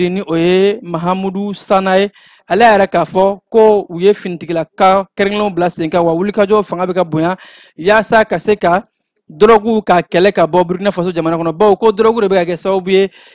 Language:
Bambara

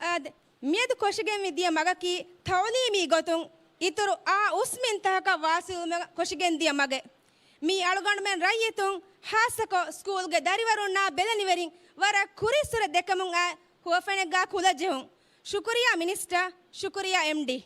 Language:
Divehi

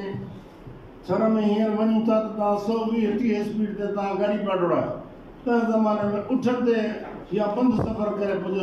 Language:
Sindhi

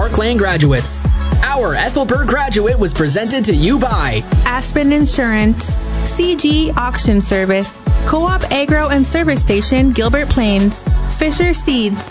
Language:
English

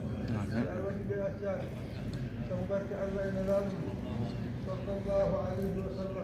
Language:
Fula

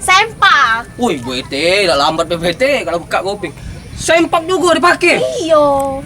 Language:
Musi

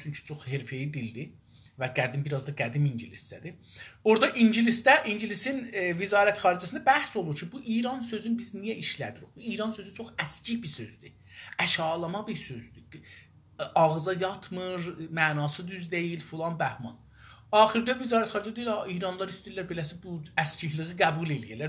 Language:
South Azerbaijani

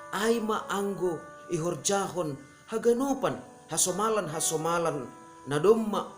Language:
Batak Simalungun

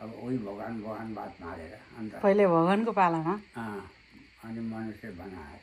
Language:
Nepali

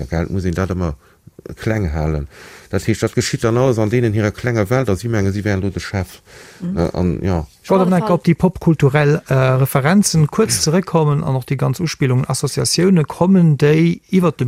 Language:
Luxembourgish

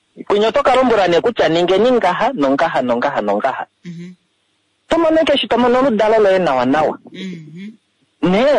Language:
Kuanyama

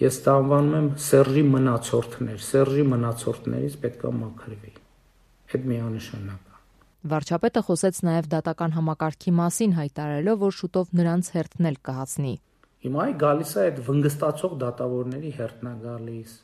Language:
Armenian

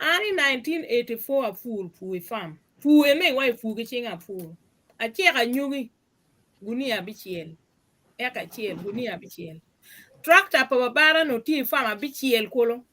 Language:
Acoli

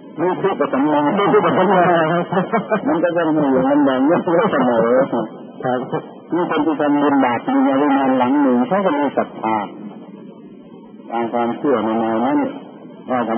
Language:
Thai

